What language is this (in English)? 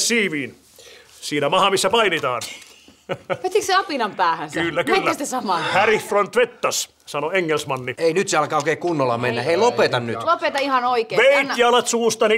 Finnish